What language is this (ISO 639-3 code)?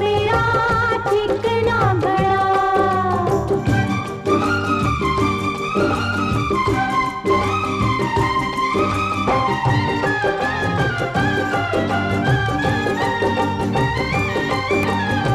hin